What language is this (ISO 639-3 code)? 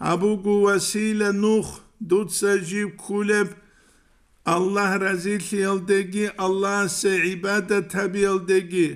ava